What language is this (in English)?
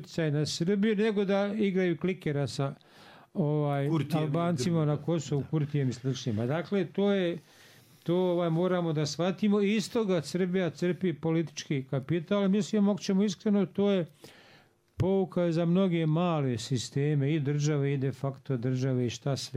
Bosnian